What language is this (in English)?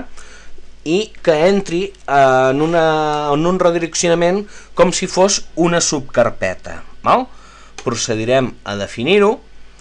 Catalan